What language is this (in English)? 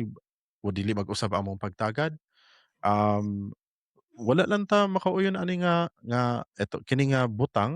Cebuano